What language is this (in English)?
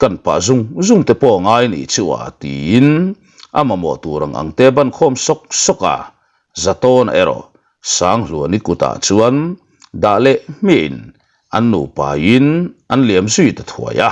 Mizo